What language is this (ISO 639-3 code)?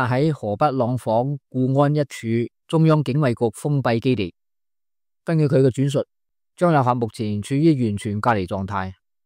yue